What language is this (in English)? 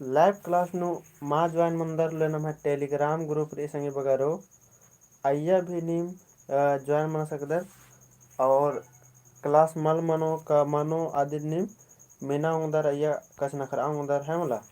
Kurukh